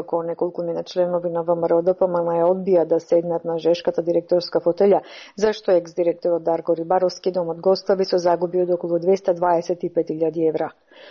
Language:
Macedonian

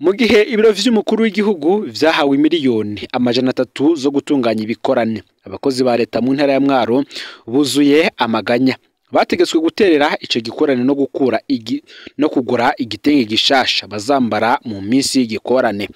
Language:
Rundi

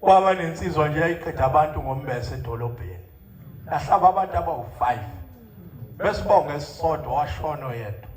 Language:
Zulu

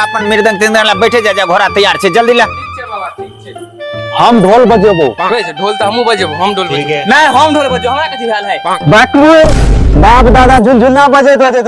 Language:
Maithili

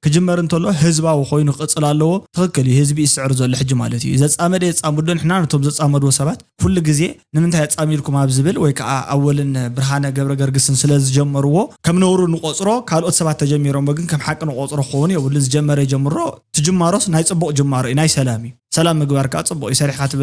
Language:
Tigrinya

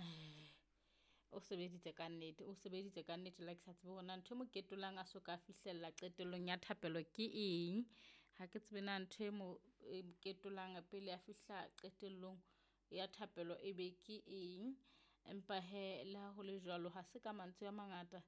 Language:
Southern Sotho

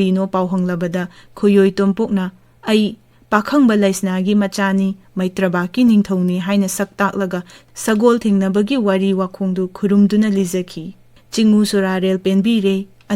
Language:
Manipuri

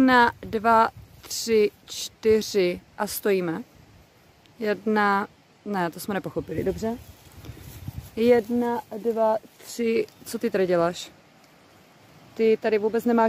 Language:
Czech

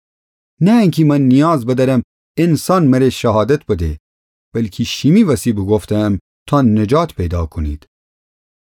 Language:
Gilaki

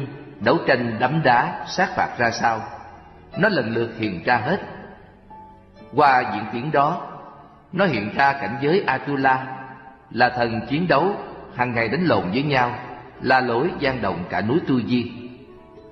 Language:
Vietnamese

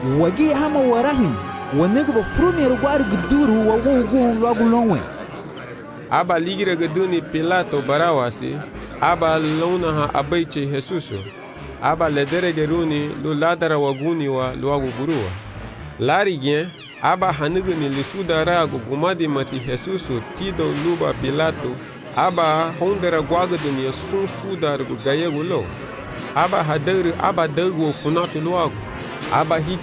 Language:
Garifuna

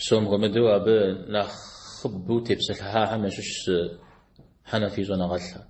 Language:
Kabardian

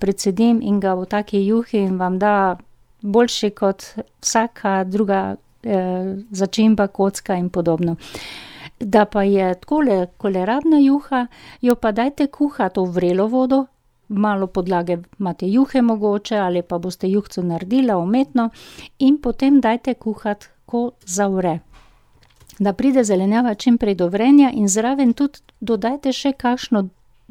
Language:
Slovenian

